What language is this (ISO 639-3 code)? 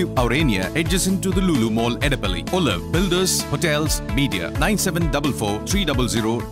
mal